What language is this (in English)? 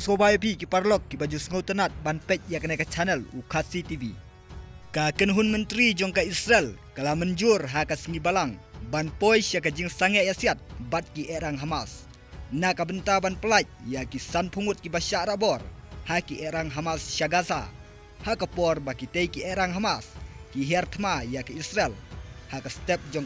Khasi